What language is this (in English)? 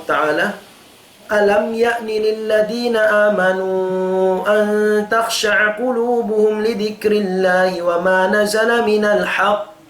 Tausug